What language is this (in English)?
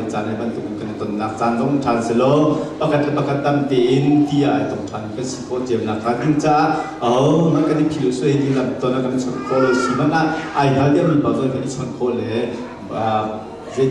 Hakha Chin